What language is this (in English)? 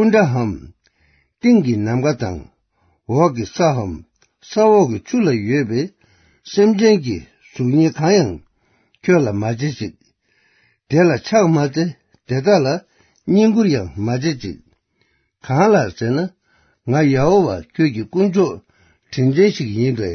Tibetan